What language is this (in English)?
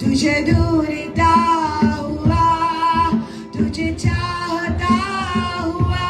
Konkani